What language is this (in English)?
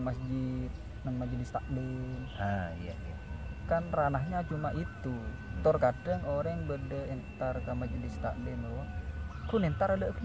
Madurese